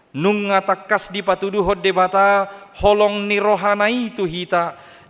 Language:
Batak Toba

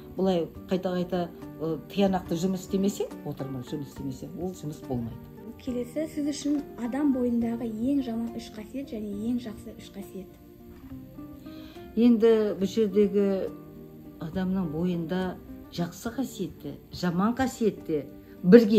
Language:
Kazakh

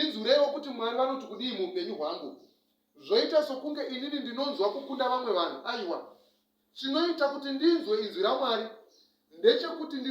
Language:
Shona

